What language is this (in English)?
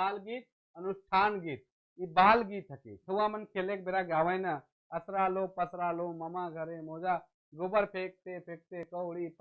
Sadri